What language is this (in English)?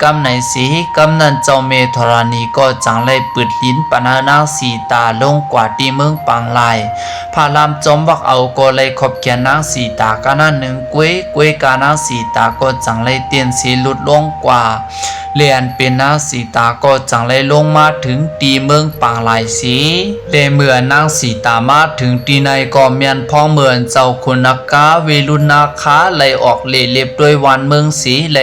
Shan